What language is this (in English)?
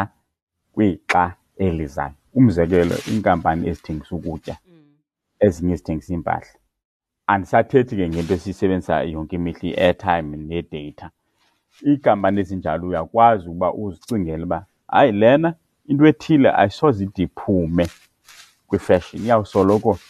Xhosa